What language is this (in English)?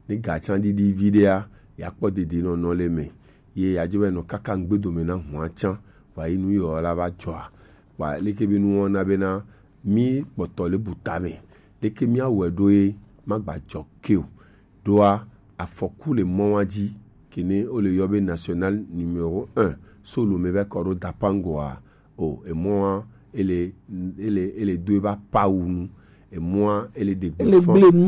Gen